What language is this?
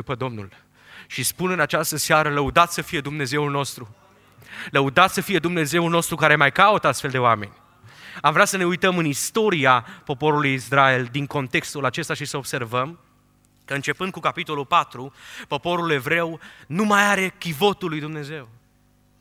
Romanian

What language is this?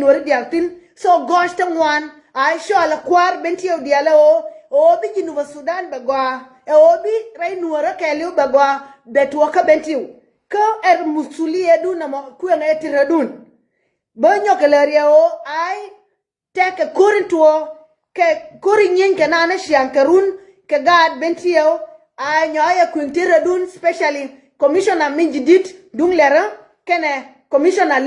Nuer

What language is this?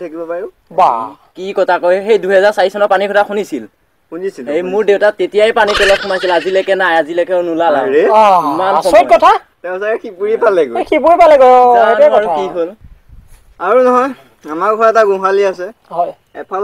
Assamese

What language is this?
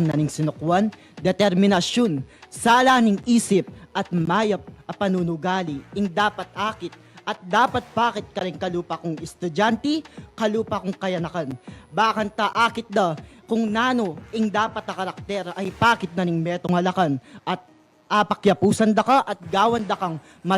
Pampanga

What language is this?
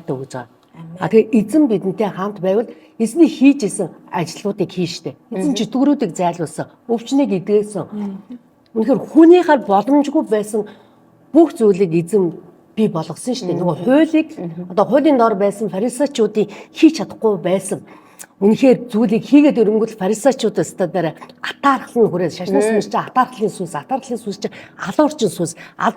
Mongolian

